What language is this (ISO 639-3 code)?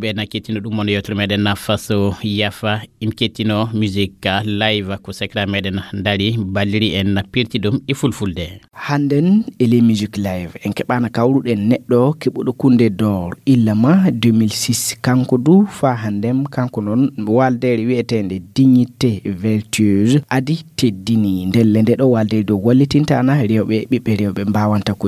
ful